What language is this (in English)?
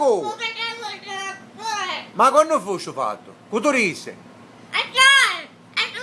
Sicilian